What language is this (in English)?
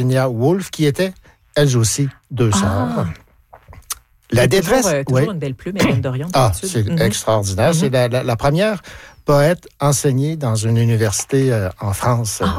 French